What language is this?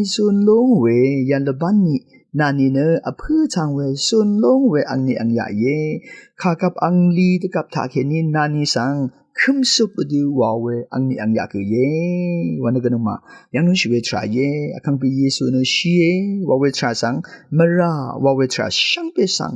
Rawang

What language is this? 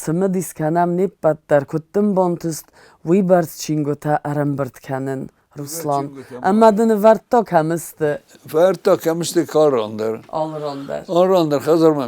Ossetic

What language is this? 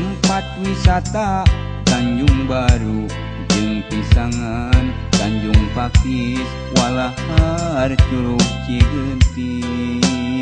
Sundanese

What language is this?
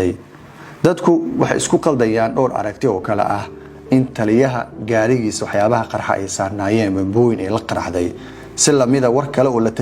Somali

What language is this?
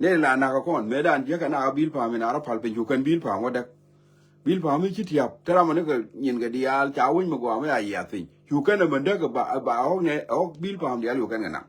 Nuer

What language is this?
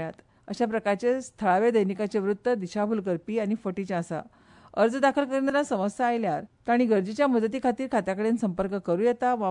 Konkani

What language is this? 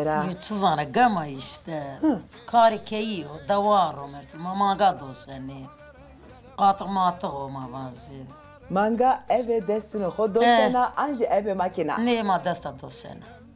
Zaza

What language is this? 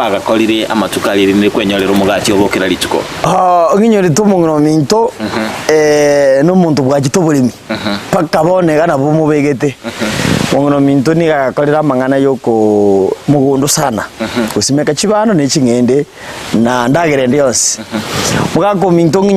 Gusii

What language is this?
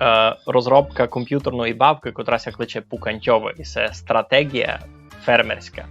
Rusyn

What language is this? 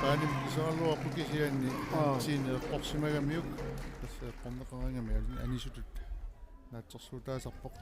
Kalaallisut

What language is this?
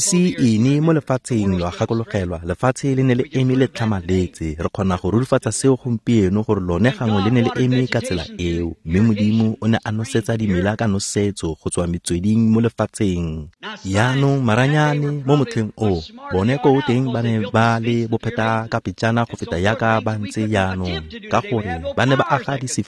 Tswana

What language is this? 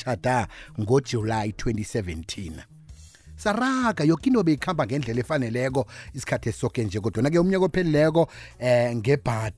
South Ndebele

